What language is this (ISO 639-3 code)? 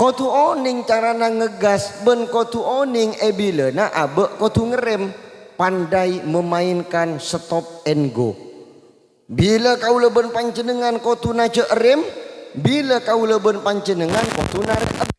mad